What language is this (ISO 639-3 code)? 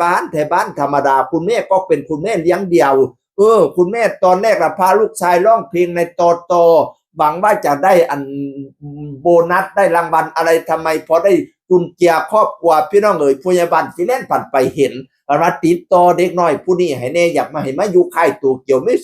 tts